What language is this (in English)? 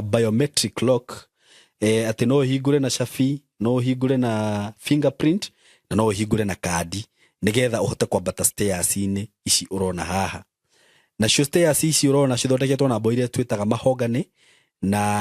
Kikuyu